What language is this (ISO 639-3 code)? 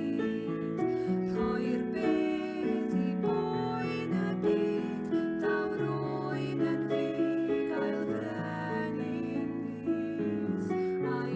cym